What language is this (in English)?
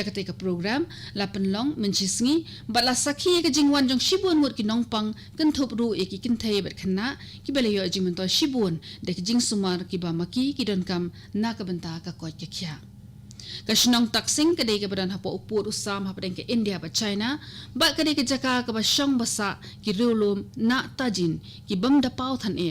Khasi